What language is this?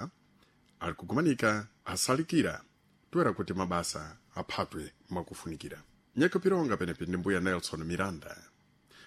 Sena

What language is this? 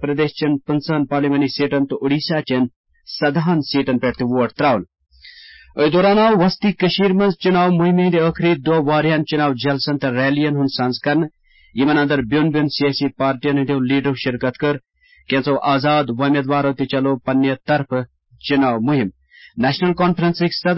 Kashmiri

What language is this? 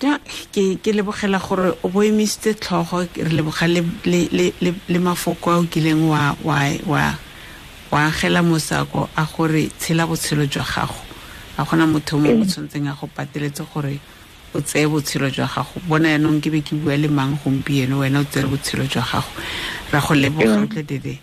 Tswana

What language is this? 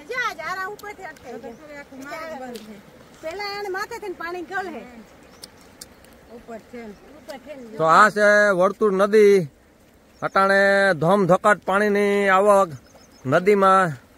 Gujarati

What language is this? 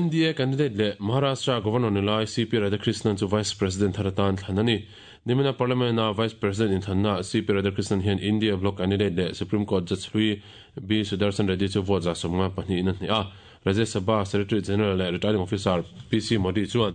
Mizo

